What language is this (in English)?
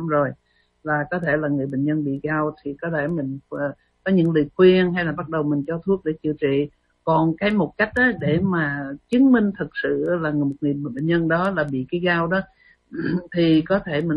Vietnamese